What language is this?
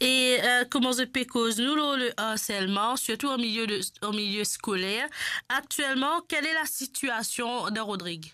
Morisyen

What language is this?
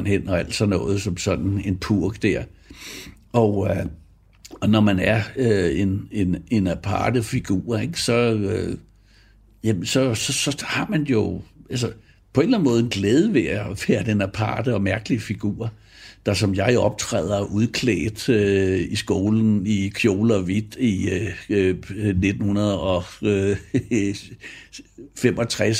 Danish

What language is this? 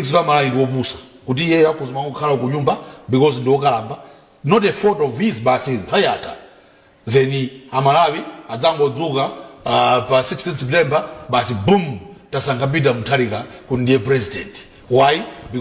Nyanja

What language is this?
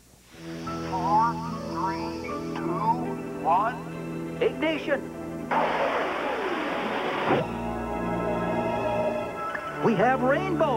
English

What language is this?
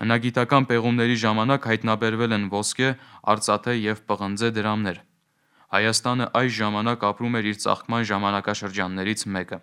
Armenian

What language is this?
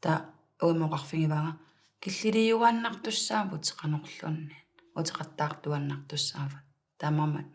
Kalaallisut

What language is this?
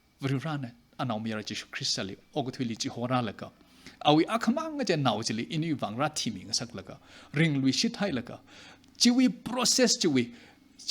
Tangkhul Naga (India)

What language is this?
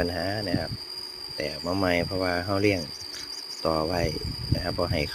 Northeastern Thai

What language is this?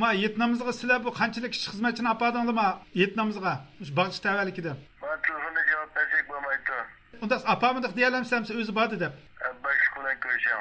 Uyghur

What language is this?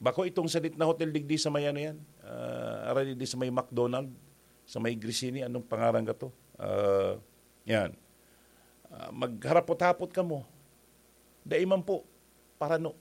Bikol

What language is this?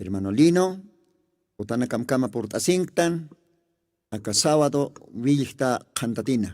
Aymara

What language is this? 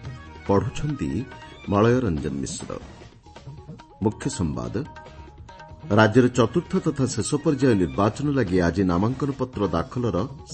Odia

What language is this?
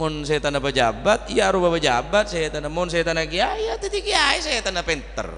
Madurese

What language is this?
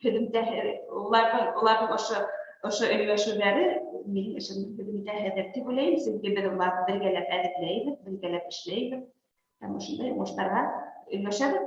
Bashkir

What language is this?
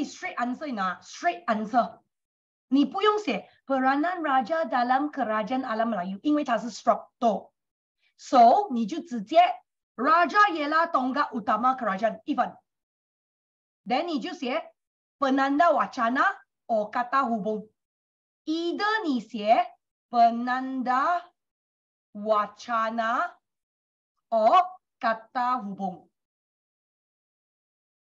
Chinese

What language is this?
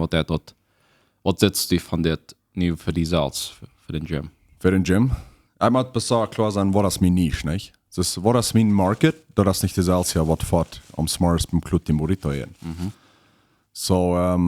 Plautdietsch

